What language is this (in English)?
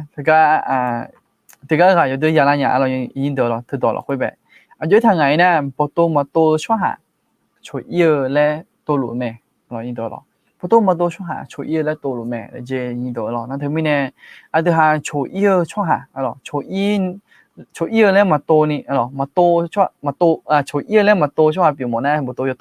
Akha